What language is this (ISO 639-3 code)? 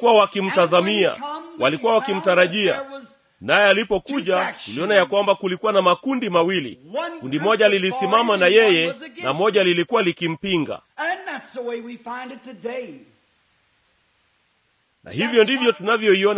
swa